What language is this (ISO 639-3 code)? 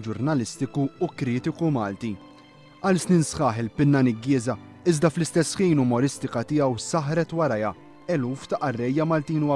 mlt